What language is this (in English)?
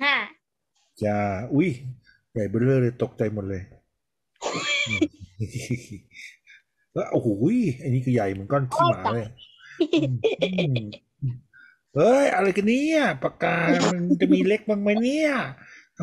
Thai